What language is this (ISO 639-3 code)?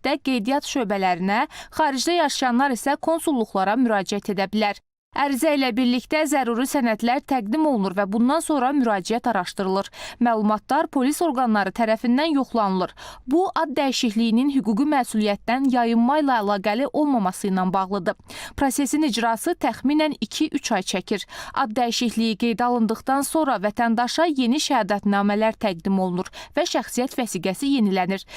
aze